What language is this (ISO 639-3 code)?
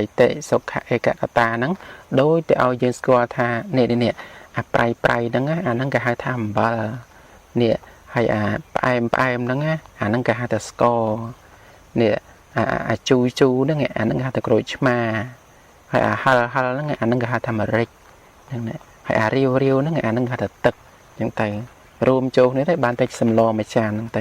khm